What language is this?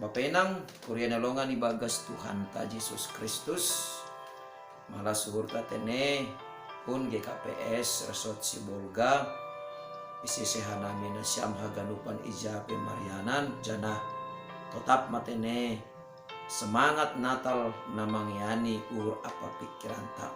Batak Simalungun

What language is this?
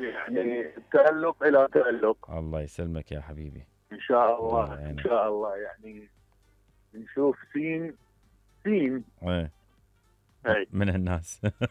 Mesopotamian Arabic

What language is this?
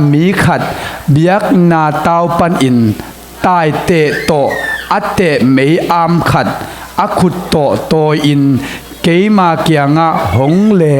Tedim Chin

